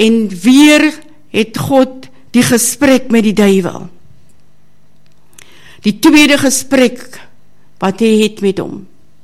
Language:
Afrikaans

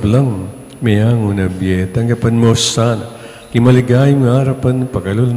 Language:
Pampanga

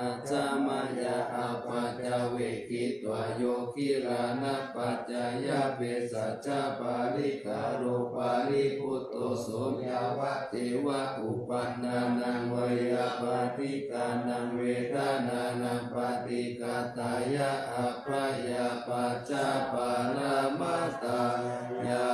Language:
Pali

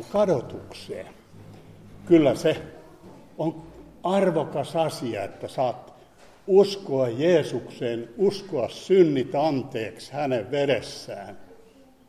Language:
Finnish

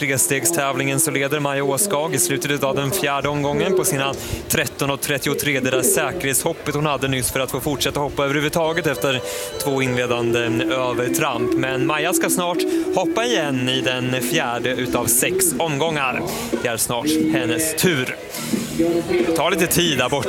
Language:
Swedish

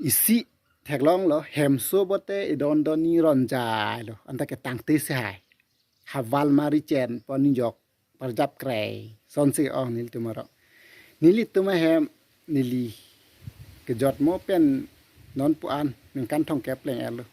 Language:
Karbi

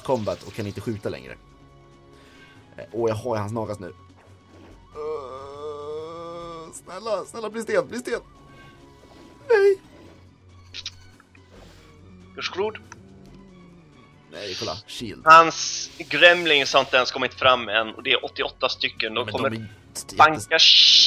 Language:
Swedish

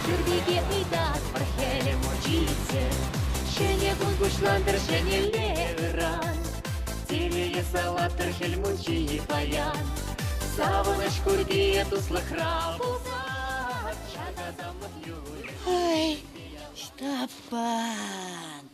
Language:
Chuvash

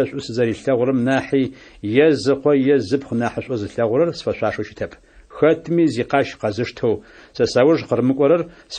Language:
Adyghe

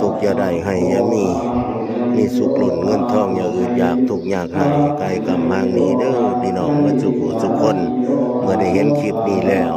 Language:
Lao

